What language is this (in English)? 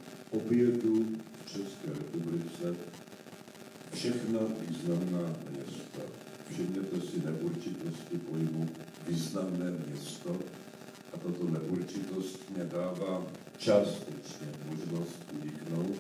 Czech